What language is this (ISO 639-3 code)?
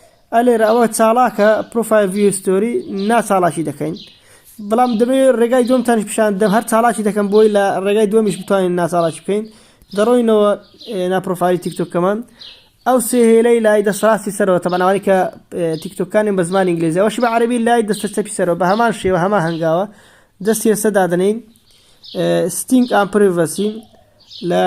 ckb